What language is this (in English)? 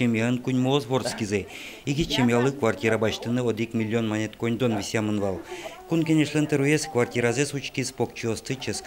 Udmurt